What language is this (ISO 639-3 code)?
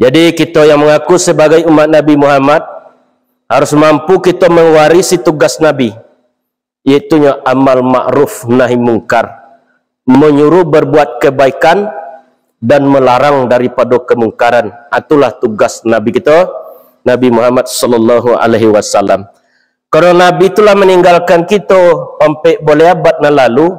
min